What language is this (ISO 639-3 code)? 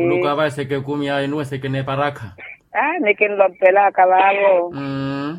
vmw